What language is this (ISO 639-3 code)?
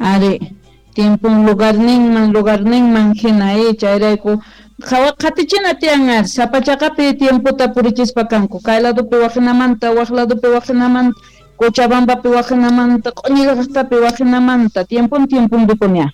quh